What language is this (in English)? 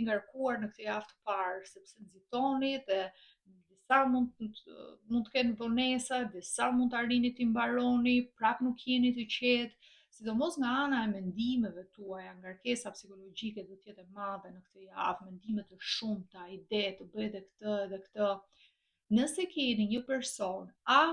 Albanian